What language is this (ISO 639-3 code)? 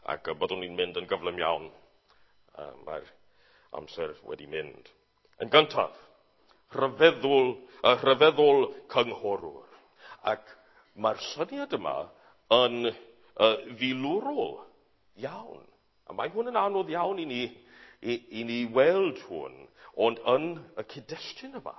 cym